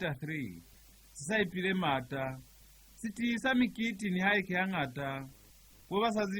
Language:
Lozi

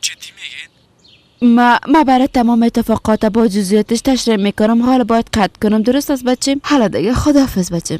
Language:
Persian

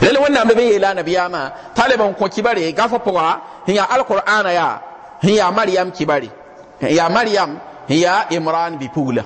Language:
Mossi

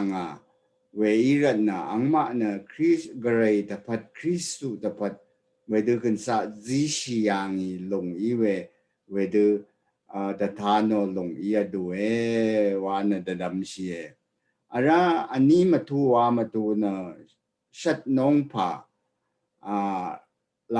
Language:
Rawang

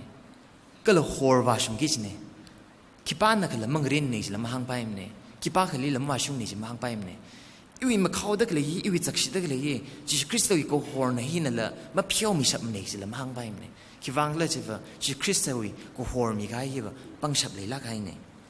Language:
Tangkhul Naga (India)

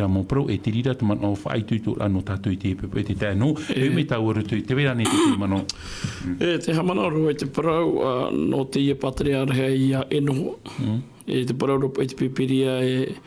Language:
Tahitian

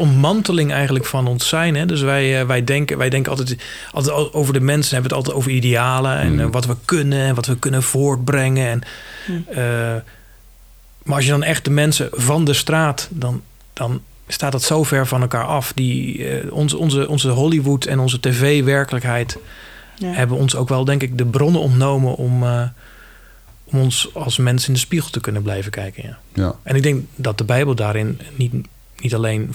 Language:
Dutch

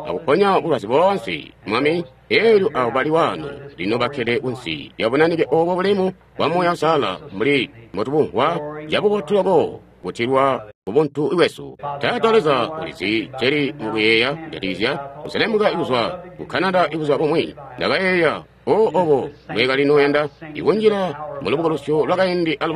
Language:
Tonga (Zambia)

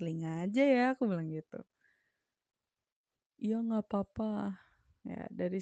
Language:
Indonesian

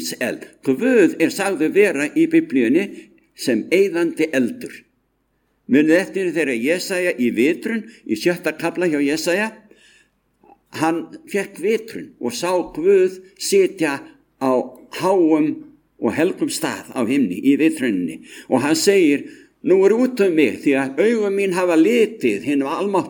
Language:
Icelandic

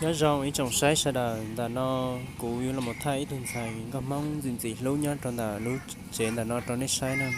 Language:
Hmong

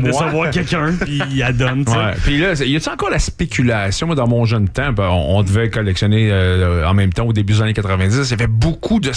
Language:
French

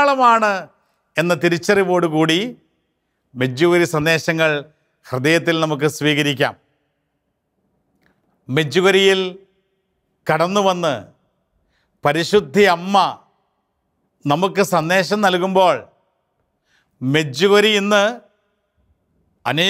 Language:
Malayalam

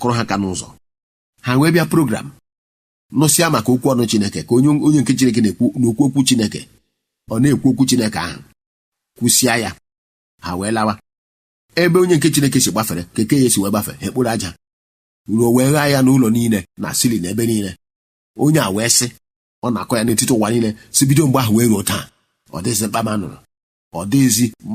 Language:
Igbo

